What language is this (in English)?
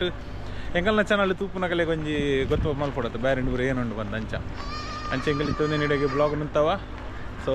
Tulu